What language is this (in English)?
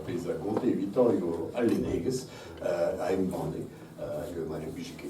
Breton